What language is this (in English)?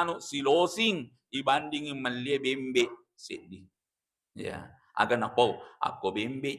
Buginese